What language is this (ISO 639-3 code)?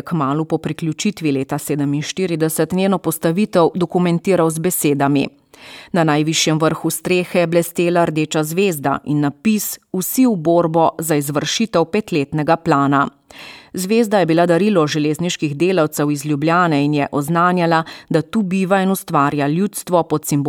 slv